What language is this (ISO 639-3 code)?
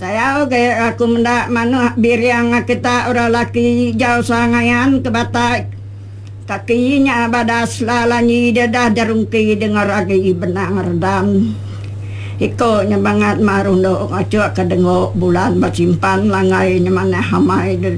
iba